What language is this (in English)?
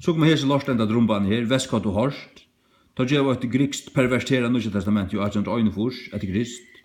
Faroese